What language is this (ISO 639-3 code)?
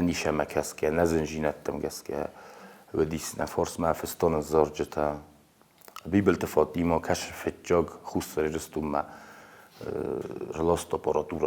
oss